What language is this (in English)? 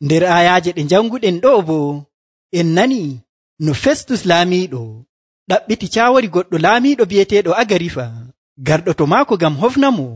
Nigerian Fulfulde